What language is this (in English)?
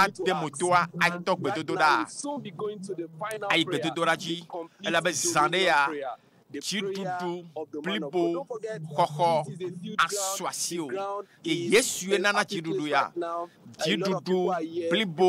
Ewe